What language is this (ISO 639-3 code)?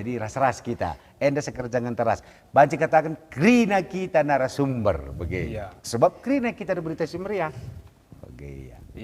btx